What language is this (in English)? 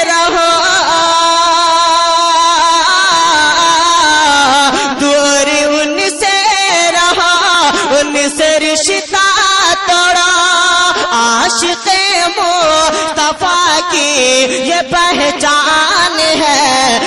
Urdu